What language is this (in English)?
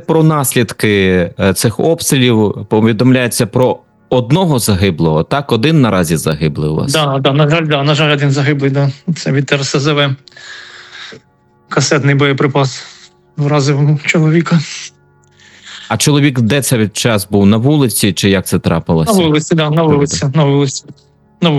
Ukrainian